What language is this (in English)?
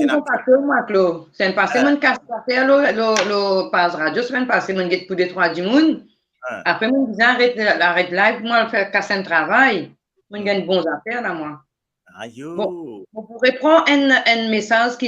Morisyen